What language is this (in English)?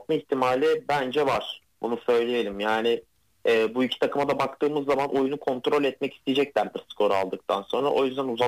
Turkish